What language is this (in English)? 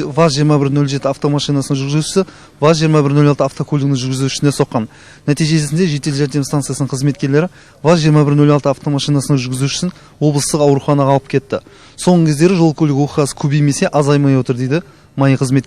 Kazakh